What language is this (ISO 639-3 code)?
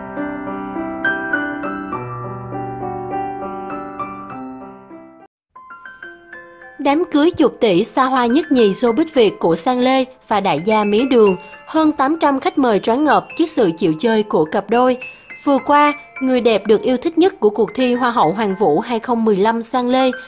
vie